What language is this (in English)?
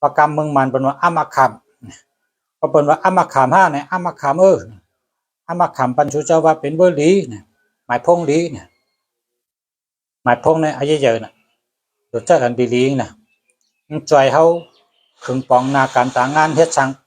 Shan